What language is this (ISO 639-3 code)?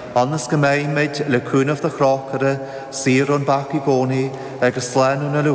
gle